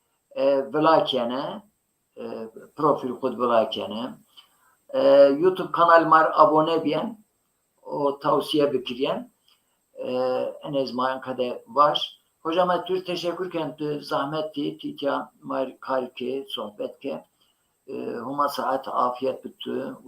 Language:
Zaza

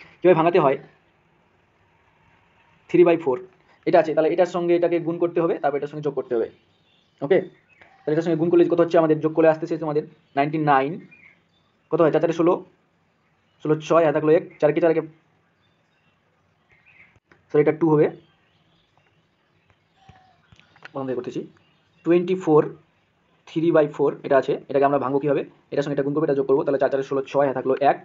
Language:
Bangla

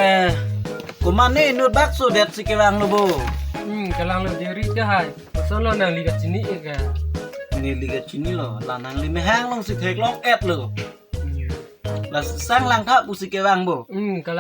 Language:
Karbi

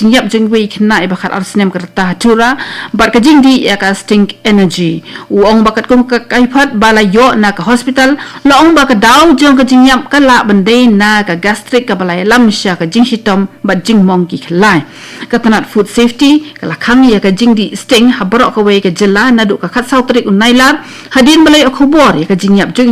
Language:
Khasi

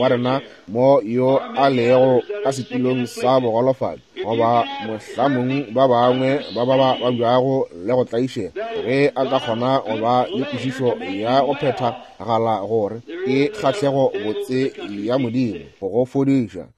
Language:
Northern Sotho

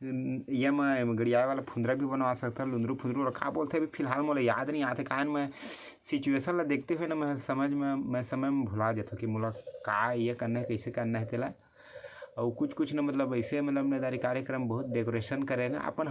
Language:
Chhattisgarhi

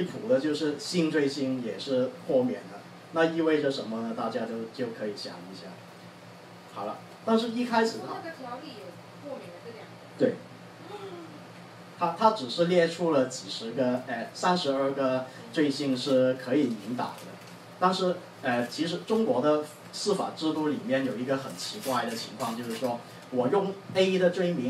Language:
Chinese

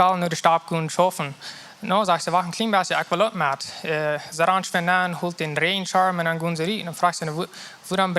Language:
Plautdietsch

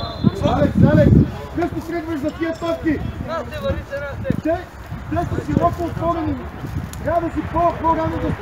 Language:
Bulgarian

